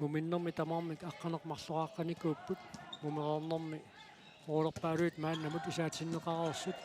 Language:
Kalaallisut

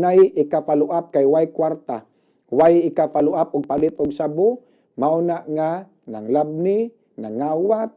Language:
Cebuano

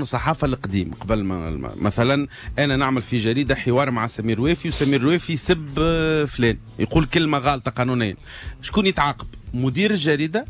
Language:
Tunisian Arabic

